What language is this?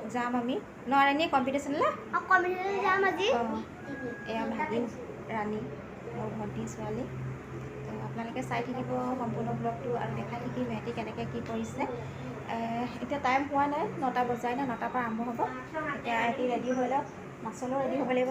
Assamese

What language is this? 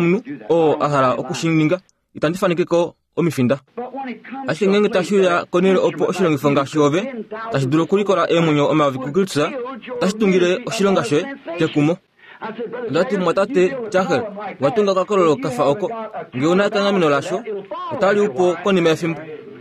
Kuanyama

